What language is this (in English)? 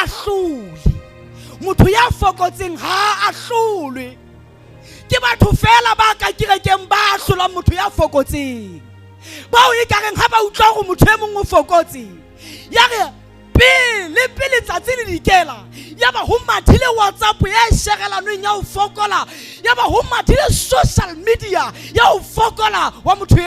Southern Sotho